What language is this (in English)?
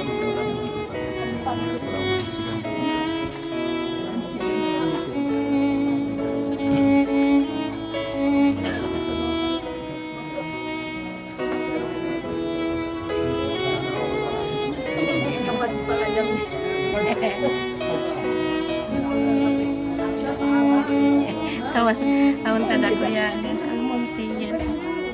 Filipino